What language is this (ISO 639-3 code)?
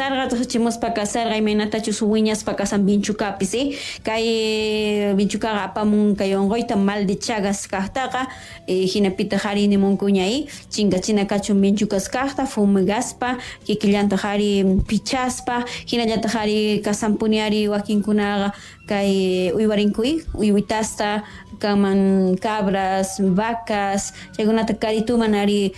quh